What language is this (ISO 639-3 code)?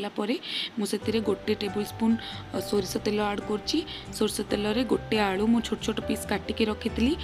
ori